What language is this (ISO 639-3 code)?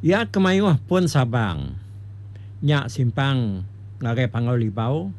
iba